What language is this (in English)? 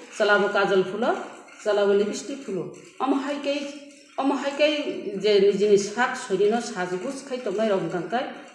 Kok Borok